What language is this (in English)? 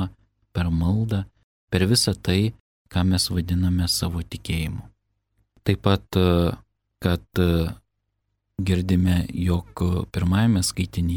Lithuanian